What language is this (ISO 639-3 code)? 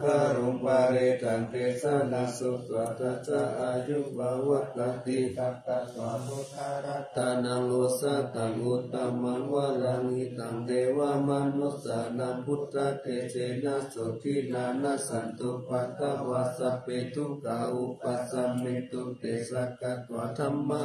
pli